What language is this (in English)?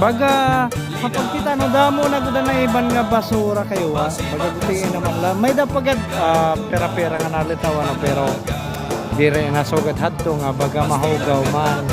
Waray